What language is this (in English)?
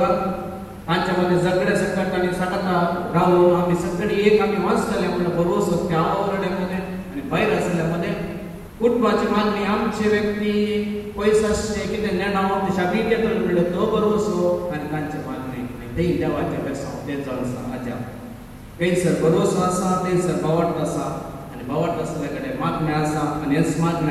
Konkani